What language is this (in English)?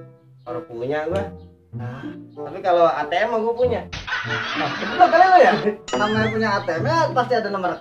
Betawi